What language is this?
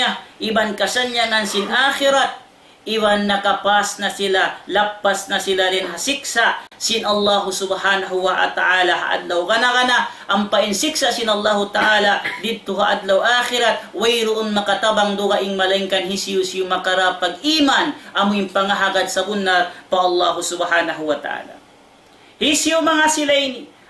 Tausug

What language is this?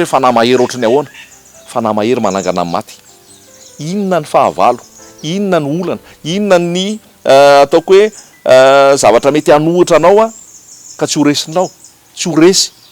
Malagasy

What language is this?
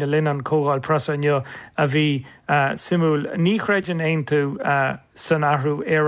Irish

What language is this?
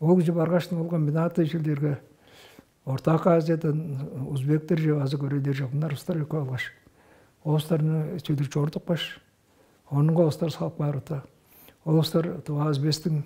Tuvinian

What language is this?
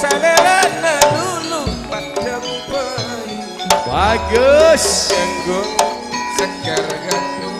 Madurese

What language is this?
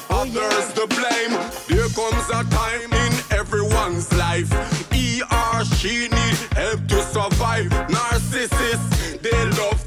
English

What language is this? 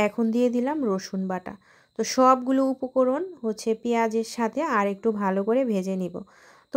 Bangla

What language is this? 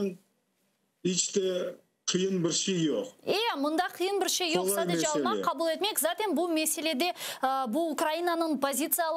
Crimean Tatar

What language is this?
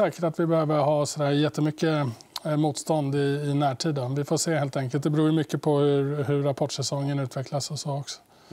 Swedish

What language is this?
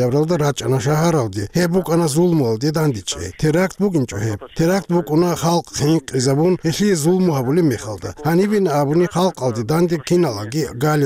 Avaric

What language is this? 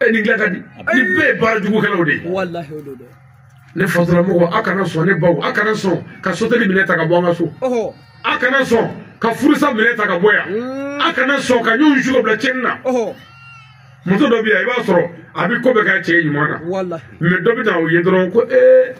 Bambara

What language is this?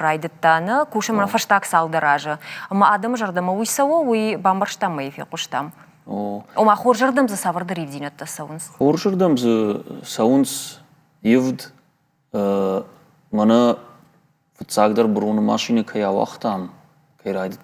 Ossetic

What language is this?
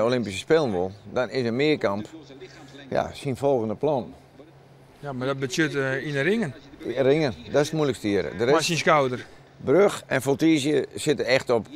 Western Frisian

